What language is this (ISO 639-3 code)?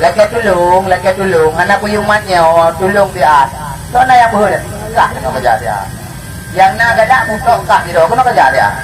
ace